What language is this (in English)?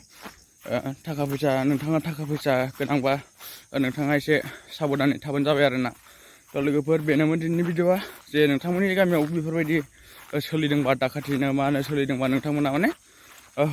Bodo